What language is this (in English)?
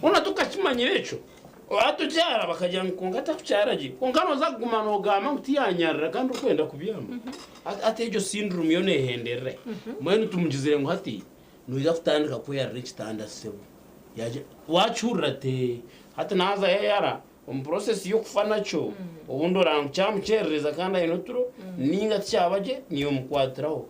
Nyankole